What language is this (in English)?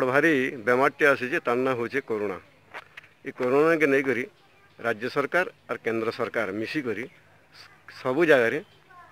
Sambalpuri